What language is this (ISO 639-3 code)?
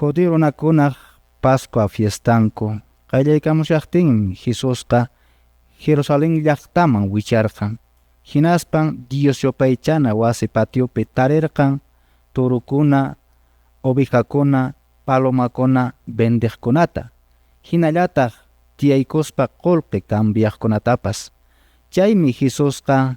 que